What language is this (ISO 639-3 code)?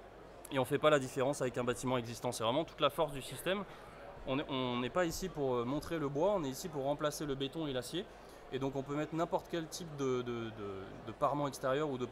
fra